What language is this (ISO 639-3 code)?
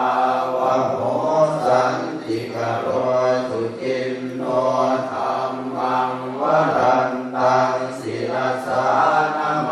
pli